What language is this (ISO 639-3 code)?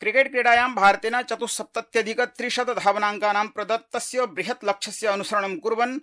san